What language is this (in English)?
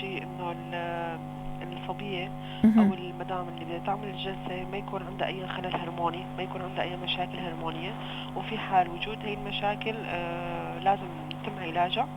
North Levantine Arabic